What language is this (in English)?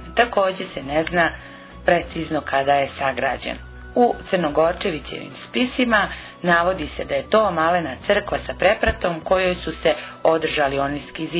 Serbian